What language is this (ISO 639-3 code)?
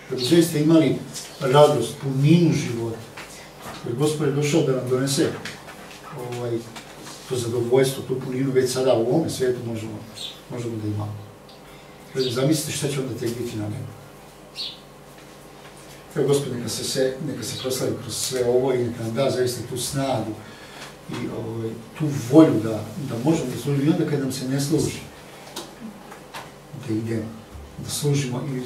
srp